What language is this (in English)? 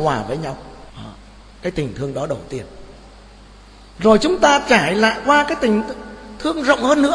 Vietnamese